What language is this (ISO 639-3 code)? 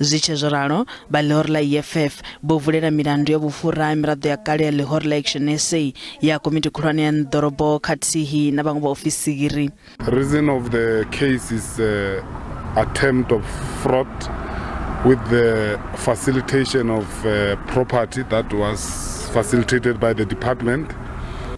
ven